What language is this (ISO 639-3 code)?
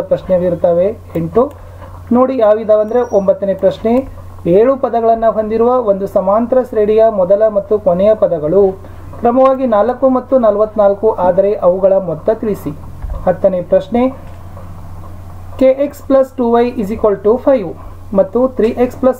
kan